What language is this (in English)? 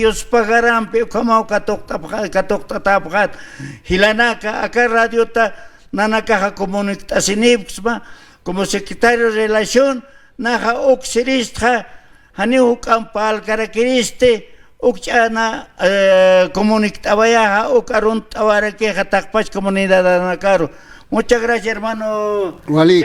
Aymara